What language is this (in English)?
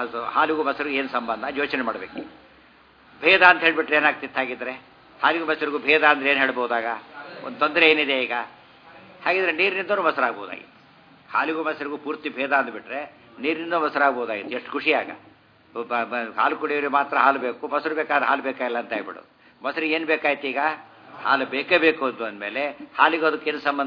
Kannada